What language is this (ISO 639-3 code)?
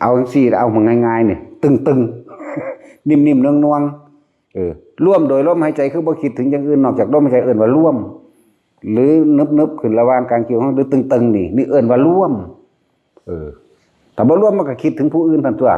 tts